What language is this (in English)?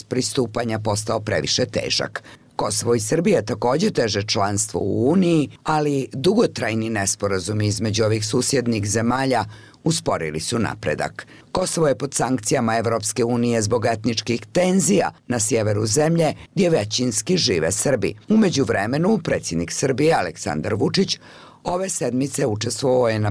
Bosnian